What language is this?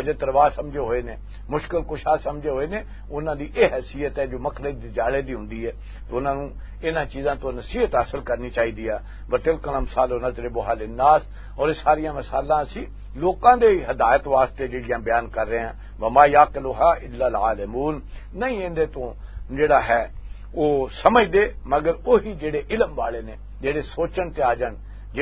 Western Panjabi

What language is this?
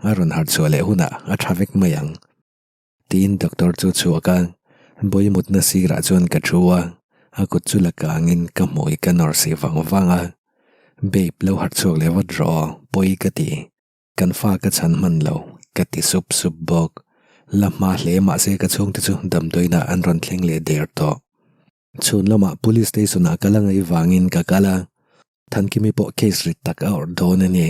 Mizo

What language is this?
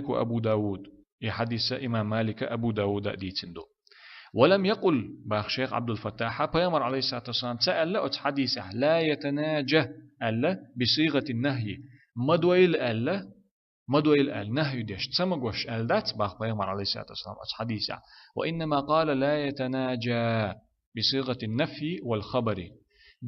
Chechen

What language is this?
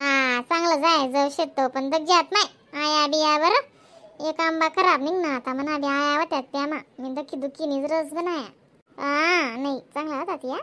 Khandesi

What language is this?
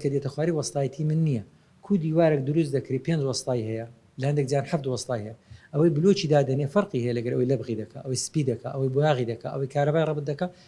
Central Kurdish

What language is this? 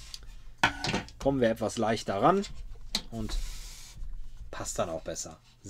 German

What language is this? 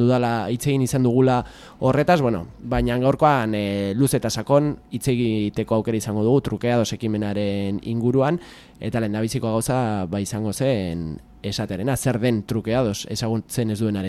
Basque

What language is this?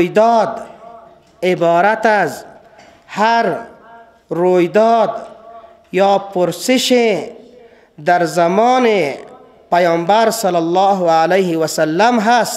Persian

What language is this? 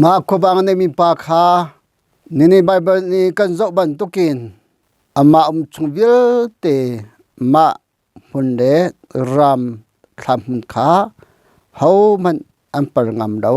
Hakha Chin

